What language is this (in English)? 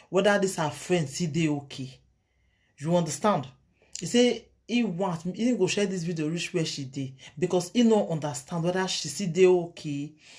Nigerian Pidgin